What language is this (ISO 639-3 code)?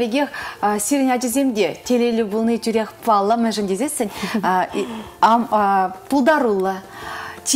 chv